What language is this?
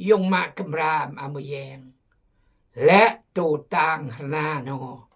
Khmu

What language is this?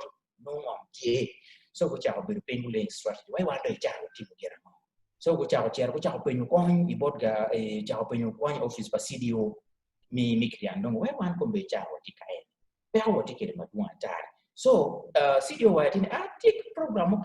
Acoli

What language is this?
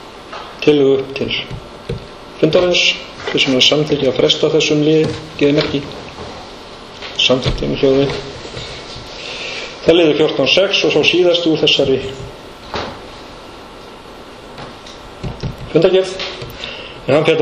Icelandic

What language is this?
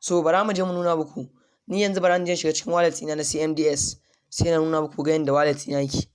Hausa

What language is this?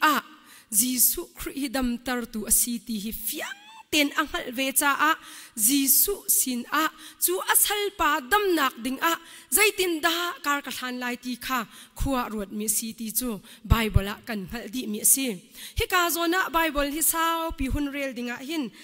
Hakha Chin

